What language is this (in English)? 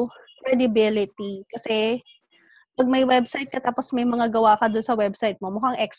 Filipino